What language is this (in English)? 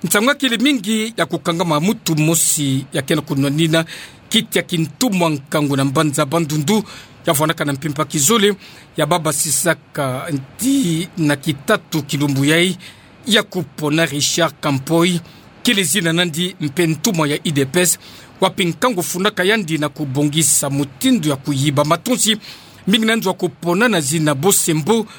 Kituba (Democratic Republic of Congo)